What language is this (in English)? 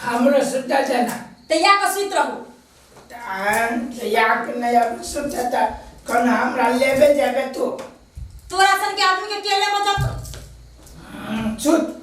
Maithili